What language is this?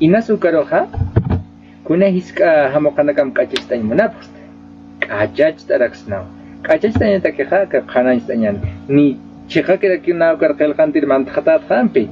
Aymara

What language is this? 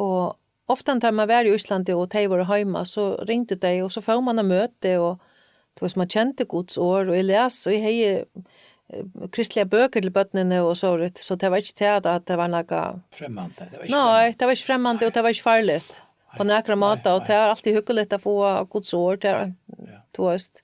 Faroese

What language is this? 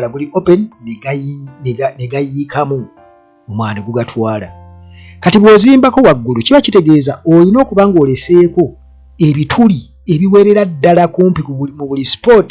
Ganda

